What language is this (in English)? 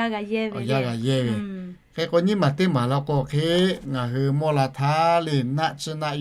Lahu